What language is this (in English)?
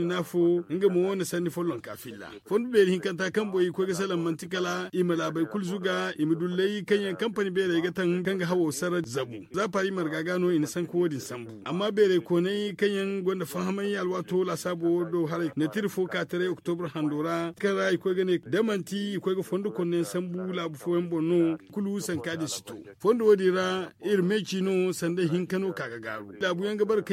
Zarma